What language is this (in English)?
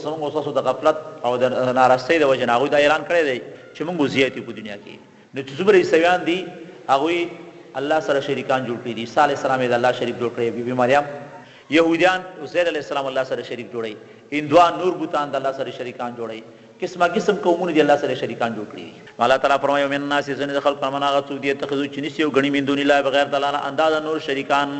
Pashto